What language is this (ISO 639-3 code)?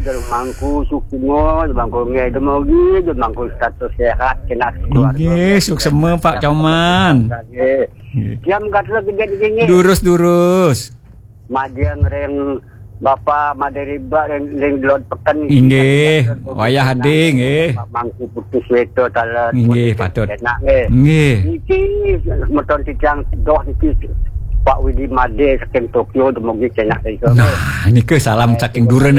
ban